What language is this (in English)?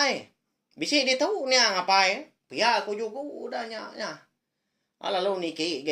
Iban